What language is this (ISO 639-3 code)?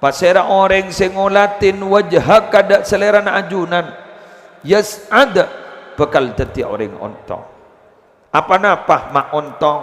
mad